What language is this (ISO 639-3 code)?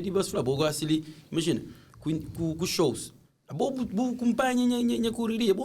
kea